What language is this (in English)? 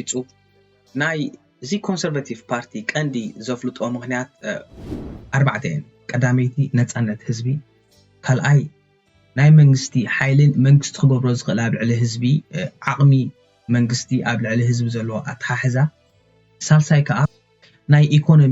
Tigrinya